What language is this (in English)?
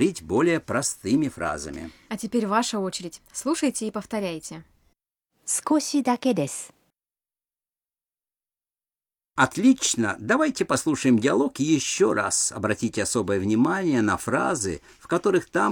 Russian